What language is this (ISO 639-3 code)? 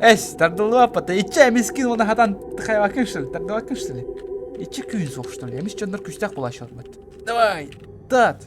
sah